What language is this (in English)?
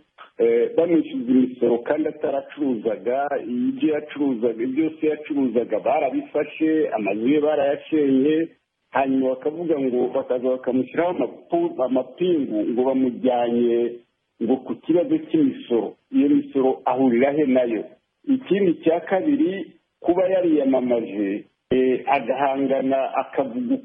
Kinyarwanda